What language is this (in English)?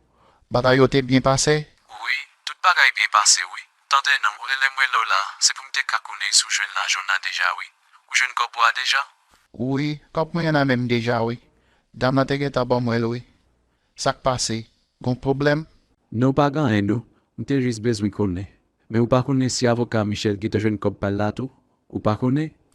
Haitian Creole